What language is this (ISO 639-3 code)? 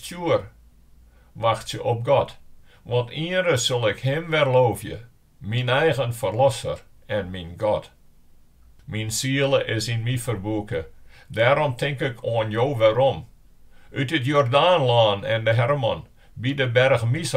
fry